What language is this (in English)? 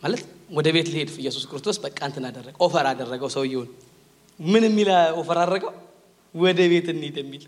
Amharic